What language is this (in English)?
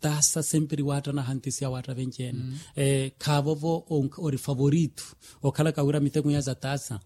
Makhuwa